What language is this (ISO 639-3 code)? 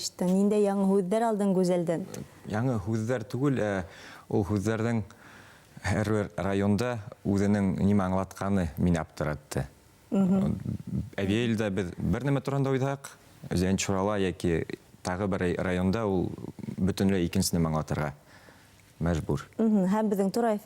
bak